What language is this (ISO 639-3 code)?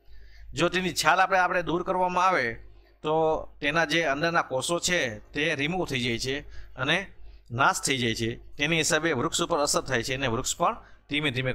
guj